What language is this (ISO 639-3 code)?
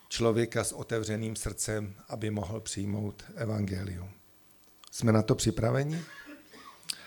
ces